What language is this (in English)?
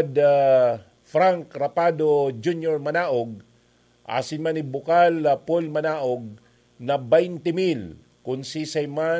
Bikol